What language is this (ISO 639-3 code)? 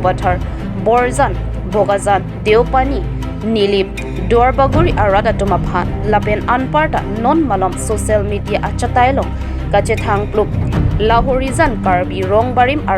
mjw